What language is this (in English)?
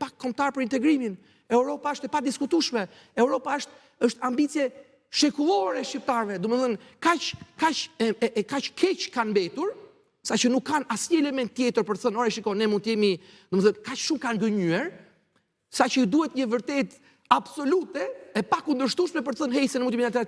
Albanian